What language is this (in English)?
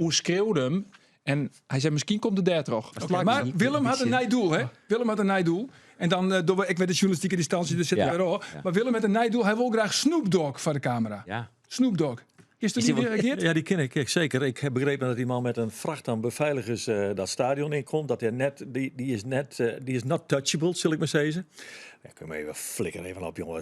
Western Frisian